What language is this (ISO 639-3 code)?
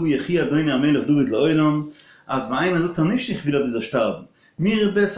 yid